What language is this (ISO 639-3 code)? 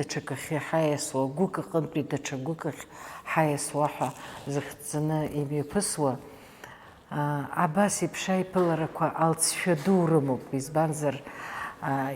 abk